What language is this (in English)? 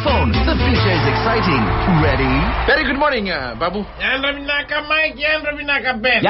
Fijian